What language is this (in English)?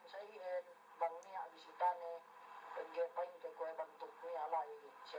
Yakan